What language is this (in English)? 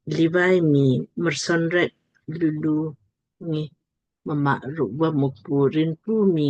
Lamkang